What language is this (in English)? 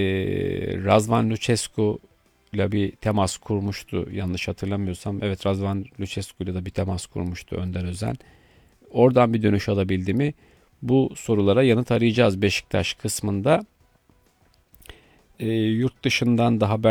Turkish